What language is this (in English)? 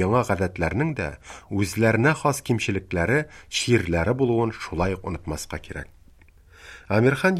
Tatar